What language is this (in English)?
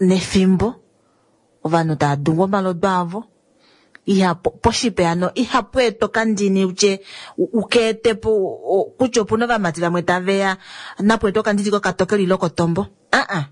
Kuanyama